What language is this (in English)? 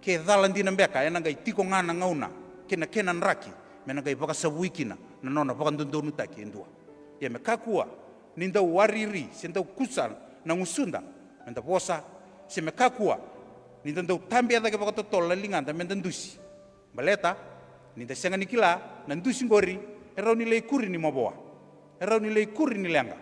Fijian